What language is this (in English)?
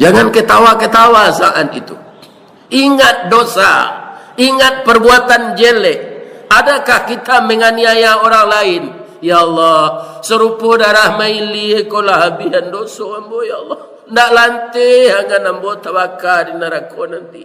Minangkabau